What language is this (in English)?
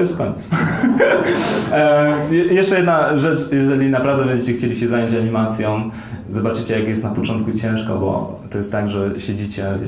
Polish